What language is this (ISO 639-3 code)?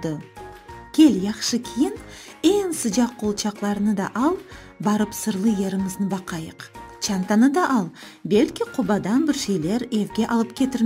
crh